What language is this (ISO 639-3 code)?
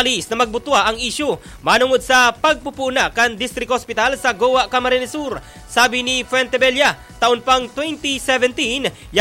bik